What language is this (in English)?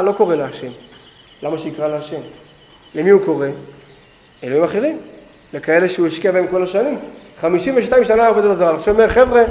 Hebrew